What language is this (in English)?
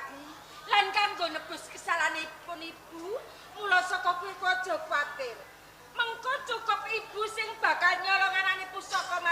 Javanese